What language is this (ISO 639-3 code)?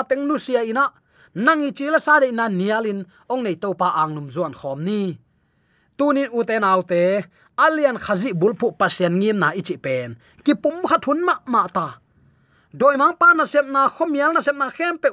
ctd